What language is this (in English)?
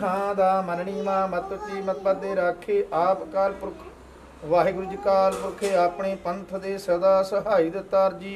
Punjabi